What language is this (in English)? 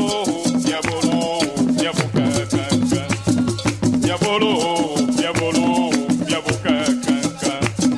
Ewe